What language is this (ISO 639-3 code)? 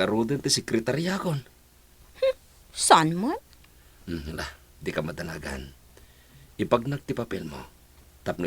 ilo